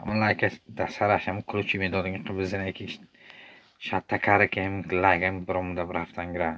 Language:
Tajik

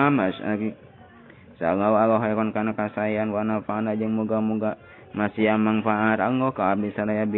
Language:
Sundanese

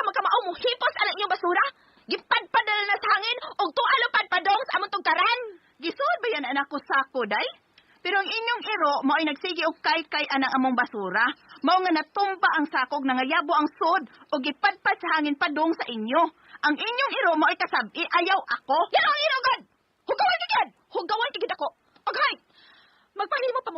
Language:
Cebuano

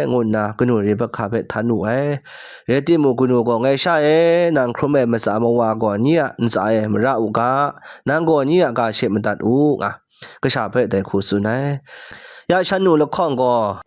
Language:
Kachin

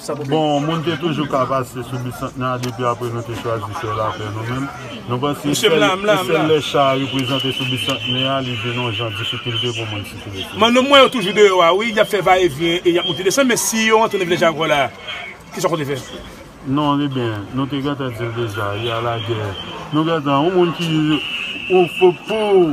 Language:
Haitian Creole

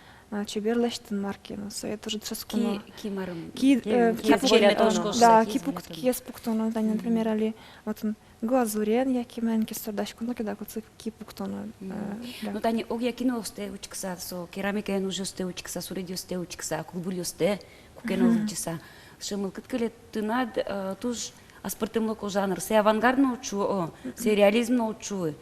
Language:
Udmurt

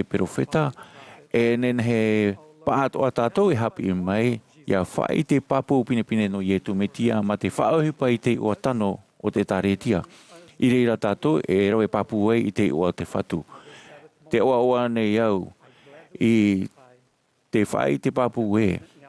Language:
Tahitian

